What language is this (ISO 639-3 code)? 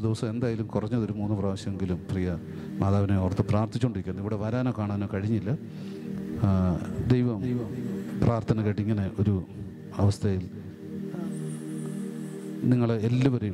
mal